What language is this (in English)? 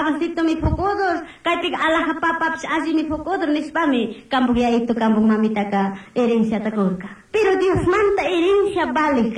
Chimborazo Highland Quichua